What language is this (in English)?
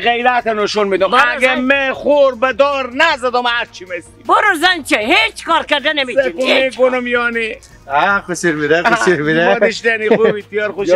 Persian